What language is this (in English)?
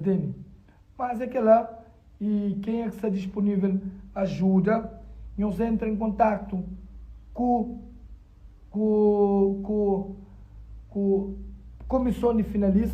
Kabuverdianu